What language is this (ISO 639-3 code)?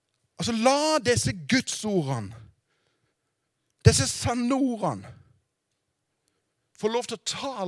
nor